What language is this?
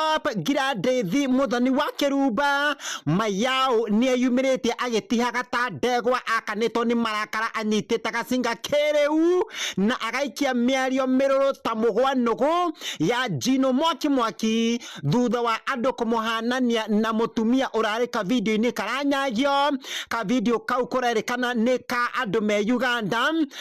Kikuyu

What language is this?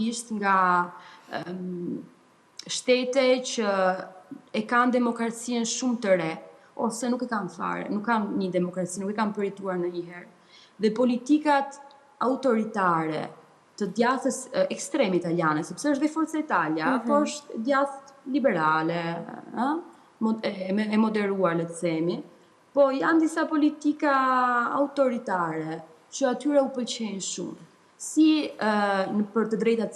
Albanian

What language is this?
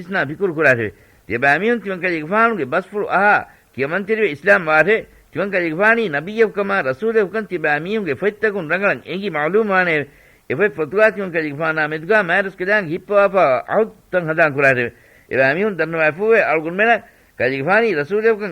Divehi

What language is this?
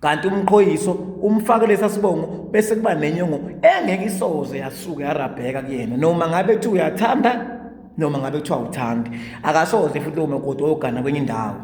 Zulu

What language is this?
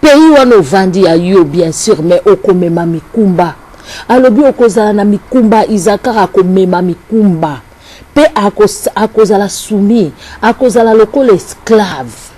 Lingala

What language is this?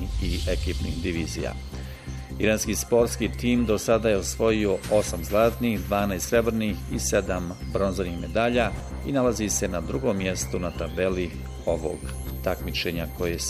Bosnian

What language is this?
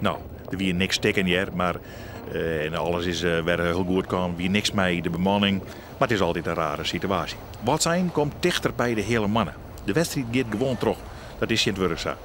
Western Frisian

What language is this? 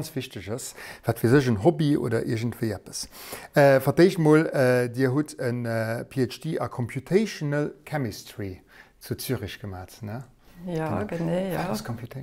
Luxembourgish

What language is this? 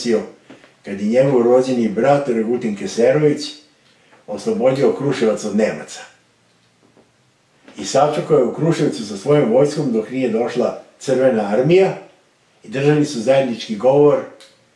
Serbian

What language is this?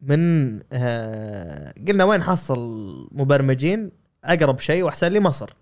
Gulf Arabic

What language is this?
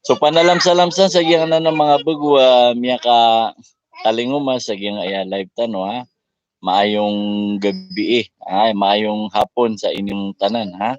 Maranao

